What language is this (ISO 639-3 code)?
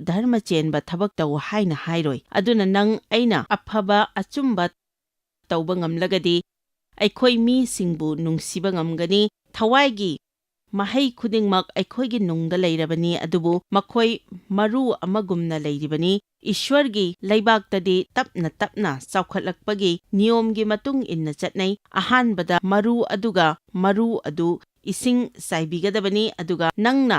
mni